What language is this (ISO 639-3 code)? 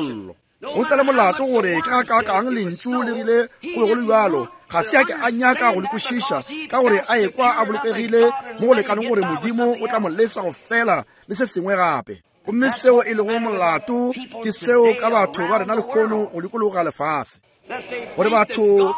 nso